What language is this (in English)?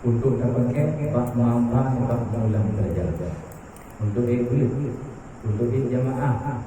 Achinese